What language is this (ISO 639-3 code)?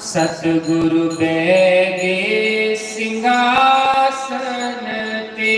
doi